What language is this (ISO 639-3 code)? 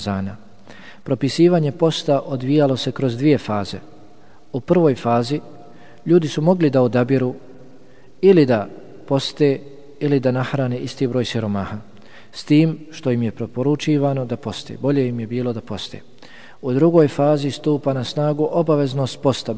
bos